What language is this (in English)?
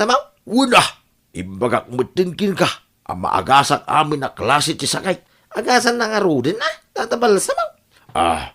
Iloko